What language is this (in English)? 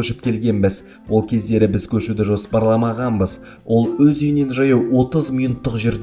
Kazakh